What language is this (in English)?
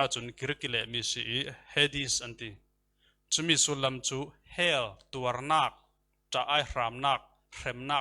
Falam Chin